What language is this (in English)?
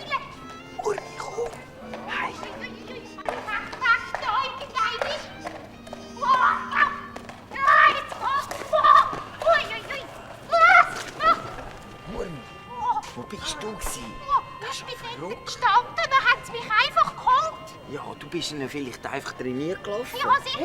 Swiss German